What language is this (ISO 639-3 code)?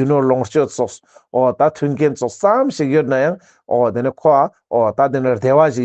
lbj